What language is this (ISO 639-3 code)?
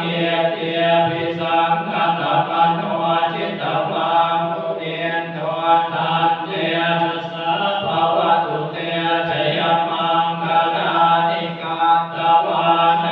pli